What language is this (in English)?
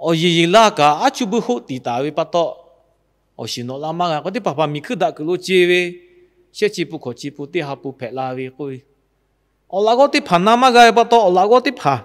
Lahu